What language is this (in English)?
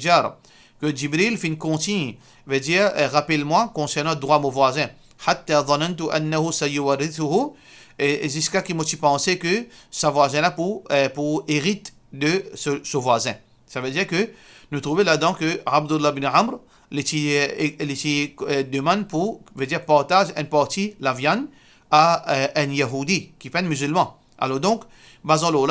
Morisyen